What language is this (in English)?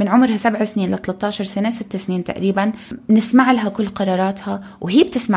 North Levantine Arabic